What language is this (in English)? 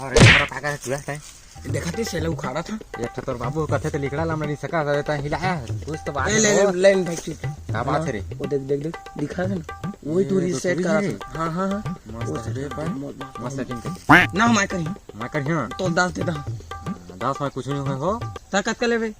Chhattisgarhi